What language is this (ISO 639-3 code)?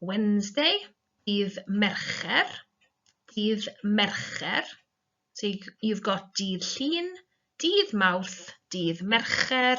cym